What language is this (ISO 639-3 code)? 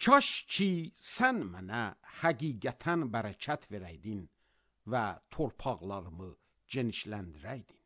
aze